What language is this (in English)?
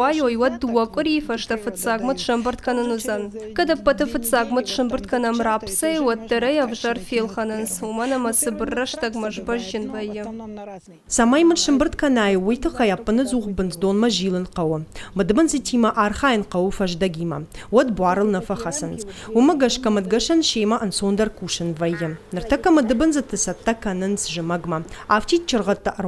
Ossetic